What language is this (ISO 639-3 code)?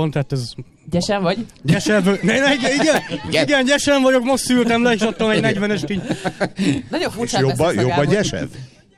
hun